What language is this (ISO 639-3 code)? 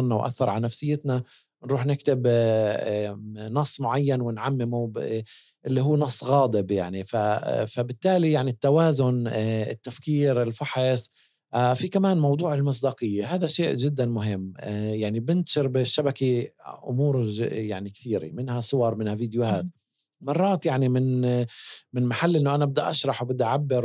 apc